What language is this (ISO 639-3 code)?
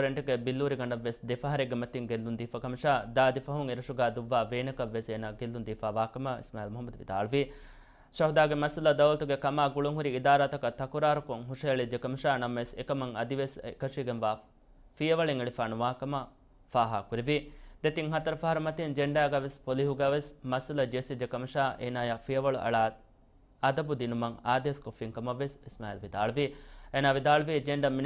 div